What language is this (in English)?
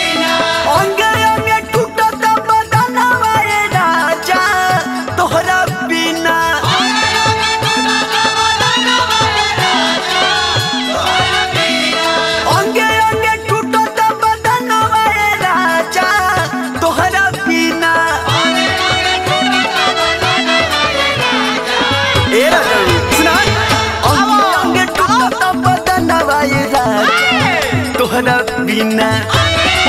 Bhojpuri